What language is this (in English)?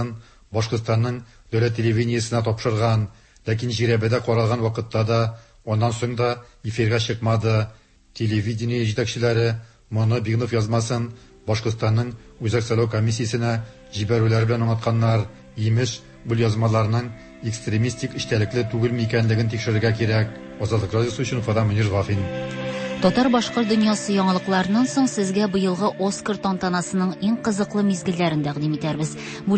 Tatar